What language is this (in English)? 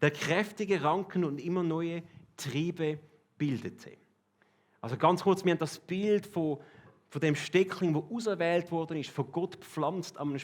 Swiss German